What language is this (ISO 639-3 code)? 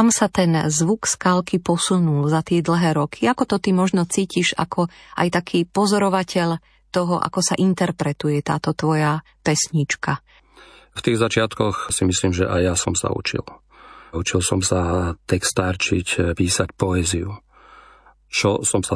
slk